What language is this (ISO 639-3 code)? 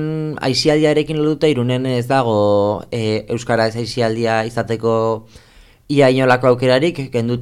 eus